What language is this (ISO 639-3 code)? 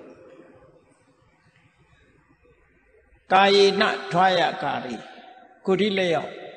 mya